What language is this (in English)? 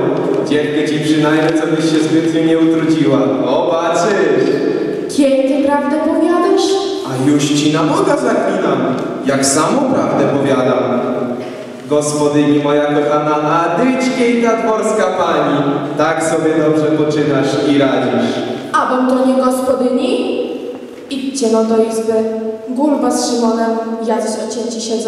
Polish